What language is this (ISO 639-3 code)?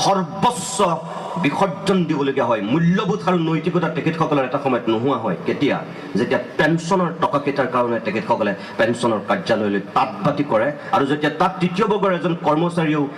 asm